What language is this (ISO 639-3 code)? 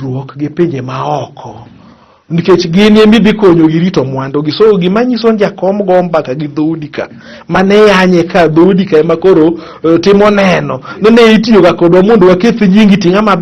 luo